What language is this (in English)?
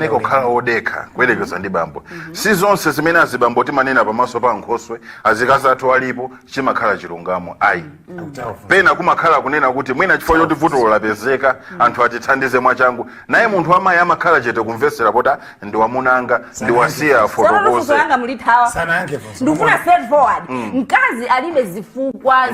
Nyanja